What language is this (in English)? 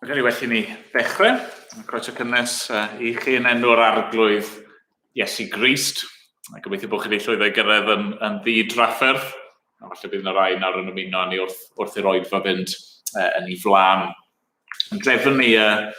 Welsh